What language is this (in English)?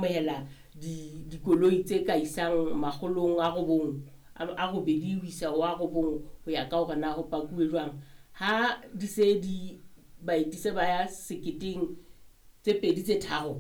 Southern Sotho